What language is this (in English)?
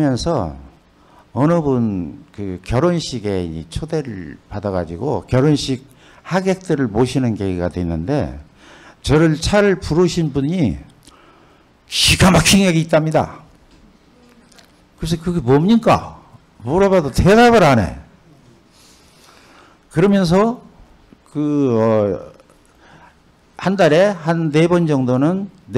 Korean